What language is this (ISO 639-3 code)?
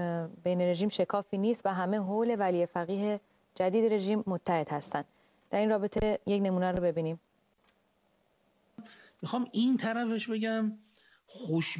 fas